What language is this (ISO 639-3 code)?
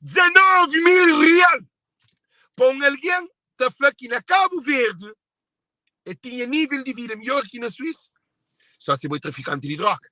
kea